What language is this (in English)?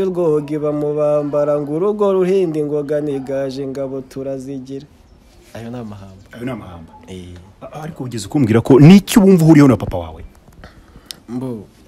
Kinyarwanda